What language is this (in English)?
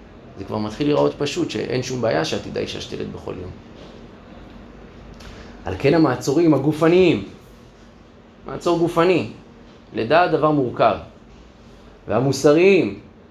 Hebrew